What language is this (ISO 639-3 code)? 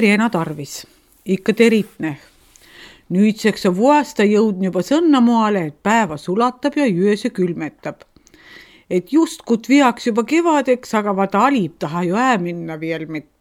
est